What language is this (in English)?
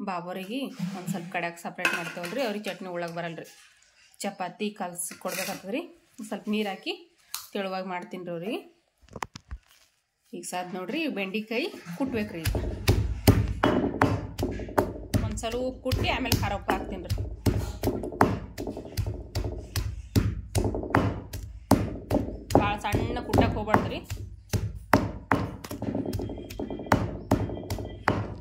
Kannada